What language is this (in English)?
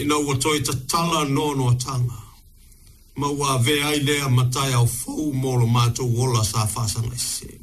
Samoan